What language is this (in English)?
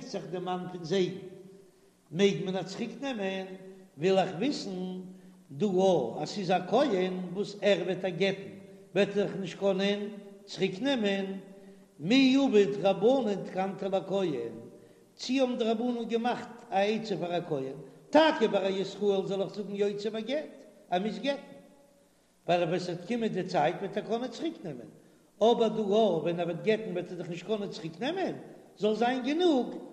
Yiddish